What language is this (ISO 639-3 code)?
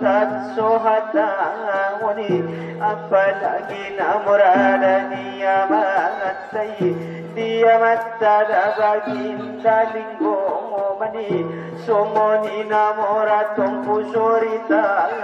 akb